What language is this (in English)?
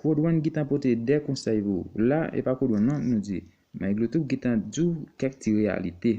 Haitian Creole